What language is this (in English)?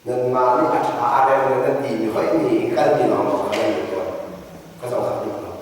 Hakha Chin